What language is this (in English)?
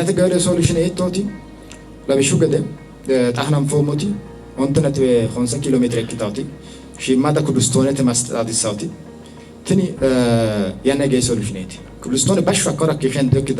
Sidamo